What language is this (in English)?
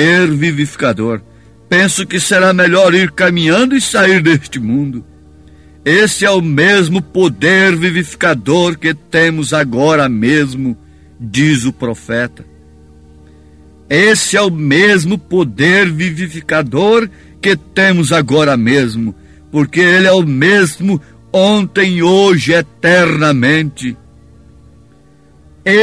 Portuguese